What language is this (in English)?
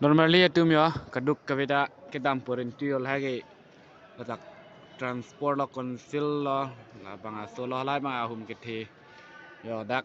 Karbi